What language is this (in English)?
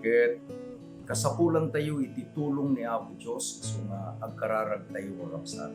Iloko